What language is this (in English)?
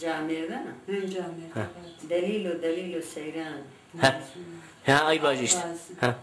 Zaza